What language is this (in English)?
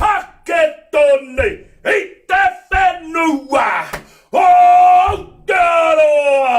Māori